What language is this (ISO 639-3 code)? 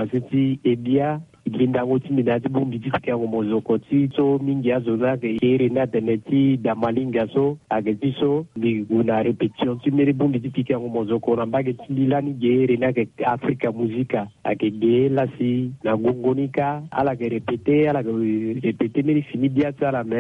sag